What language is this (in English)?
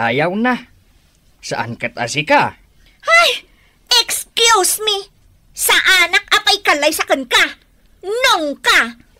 Iloko